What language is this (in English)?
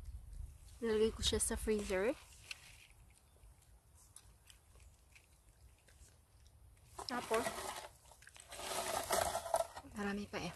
Filipino